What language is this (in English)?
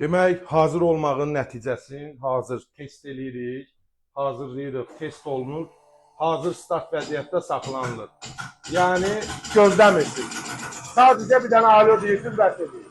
Azerbaijani